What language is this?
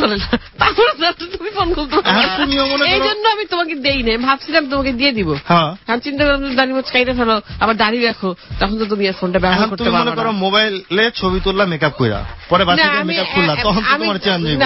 Bangla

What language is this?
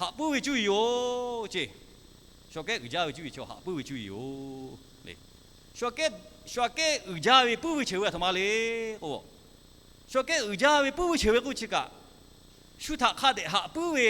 Lahu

